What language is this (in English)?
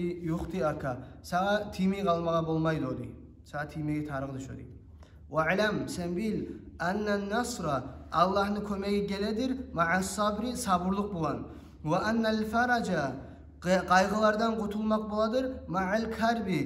Kumyk